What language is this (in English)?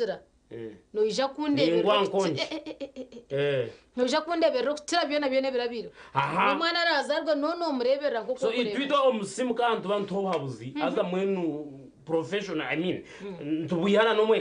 Nyankole